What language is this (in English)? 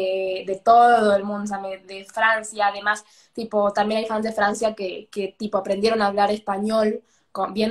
Spanish